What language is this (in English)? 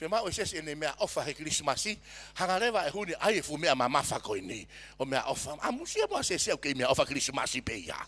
Tongan